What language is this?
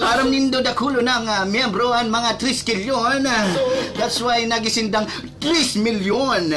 Bikol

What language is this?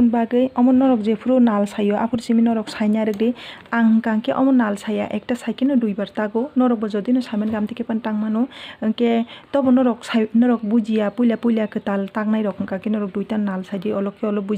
Kok Borok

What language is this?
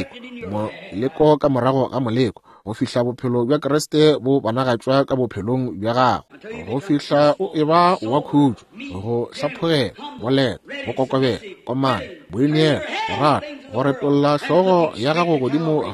Northern Sotho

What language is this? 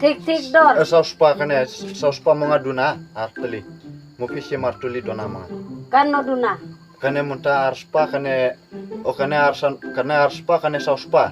Khasi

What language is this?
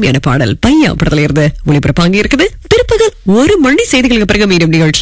Tamil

